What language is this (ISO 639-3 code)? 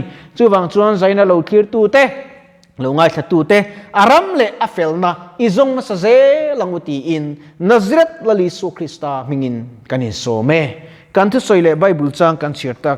lus